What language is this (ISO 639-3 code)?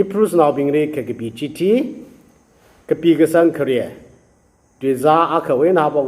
nmf